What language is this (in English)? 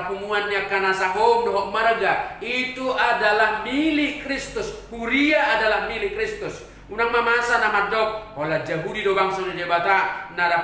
Batak Toba